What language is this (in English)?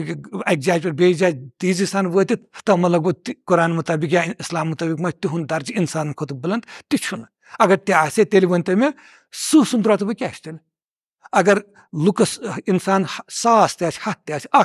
Kashmiri